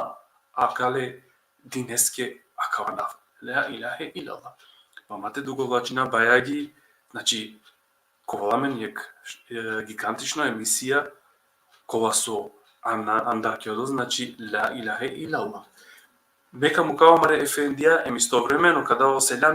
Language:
Balkan Romani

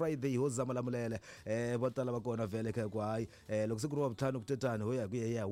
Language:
Tsonga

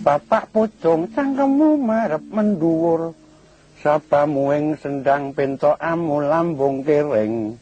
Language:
Javanese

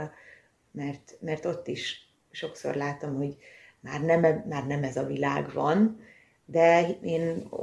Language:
Hungarian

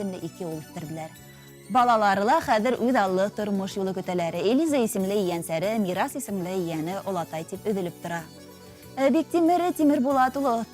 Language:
Bashkir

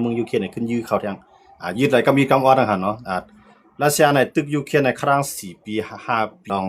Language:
Shan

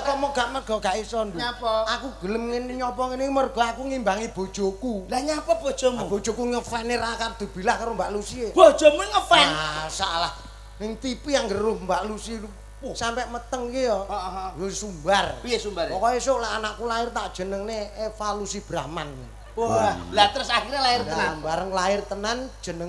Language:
Javanese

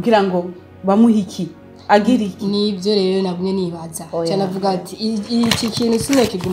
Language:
Rundi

